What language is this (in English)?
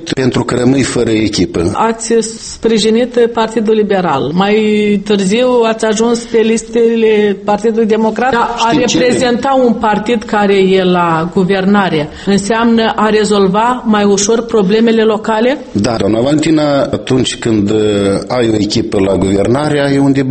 Romanian